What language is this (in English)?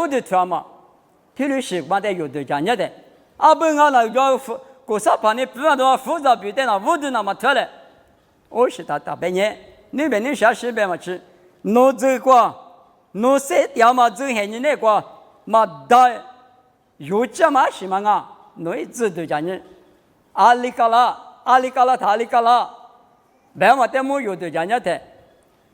Lisu